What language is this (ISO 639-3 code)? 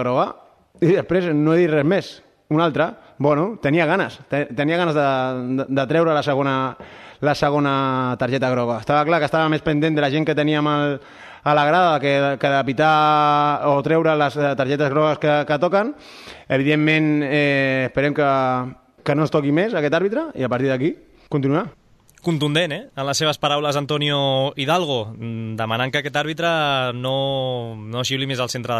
cat